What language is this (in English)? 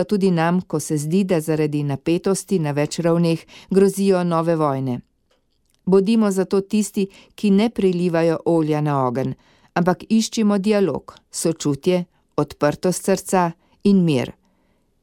Slovenian